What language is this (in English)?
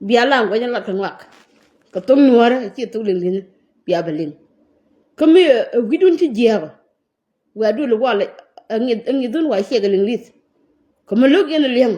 Nuer